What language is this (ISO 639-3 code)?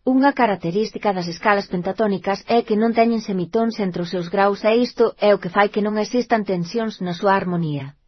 glg